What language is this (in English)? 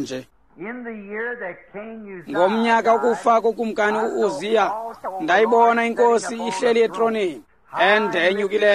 Xhosa